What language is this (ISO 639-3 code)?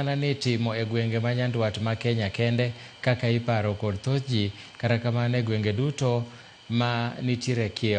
luo